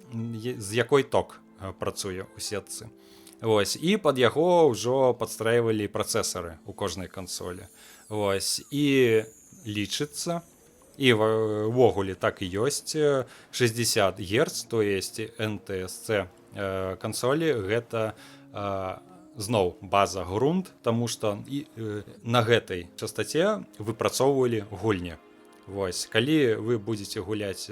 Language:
Belarusian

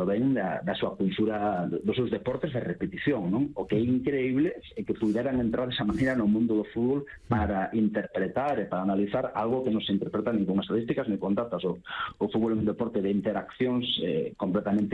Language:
Galician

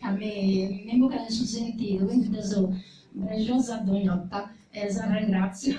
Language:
Sardinian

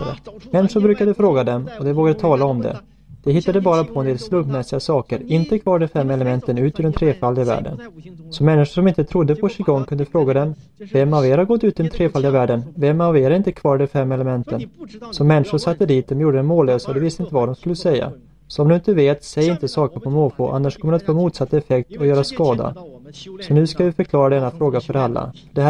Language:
Swedish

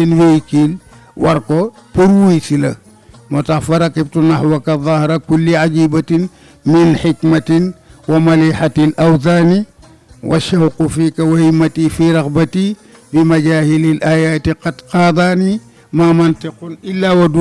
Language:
Wolof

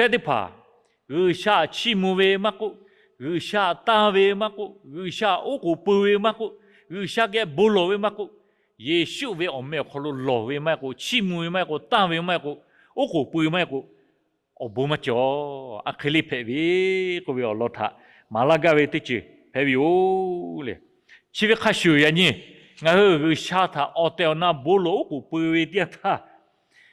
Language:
Lahu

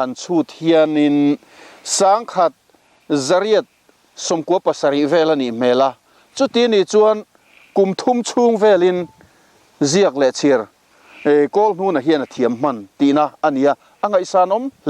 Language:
Mizo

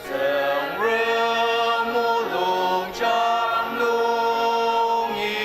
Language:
Ao Naga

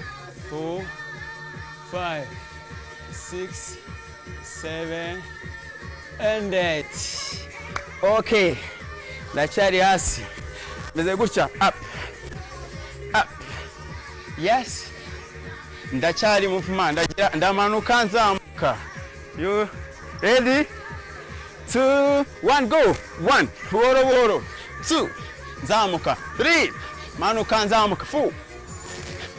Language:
Kinyarwanda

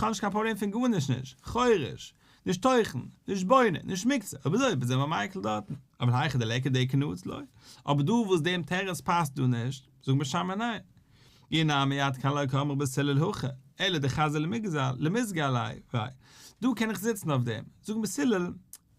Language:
Yiddish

